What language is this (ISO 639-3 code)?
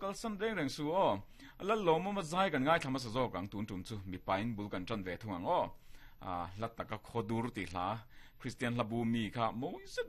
lus